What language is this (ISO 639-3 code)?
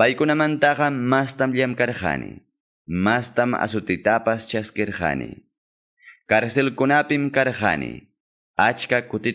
que